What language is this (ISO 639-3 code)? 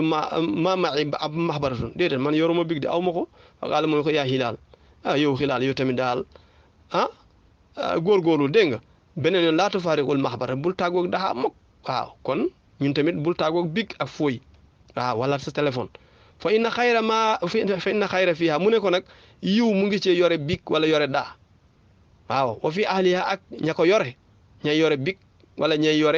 wol